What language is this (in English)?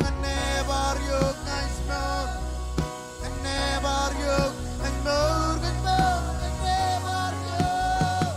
Marshallese